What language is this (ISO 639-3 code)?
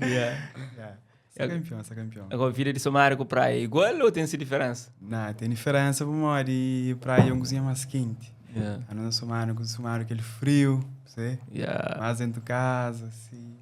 kea